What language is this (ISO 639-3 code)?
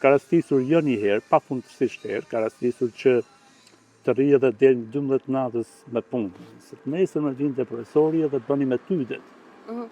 sqi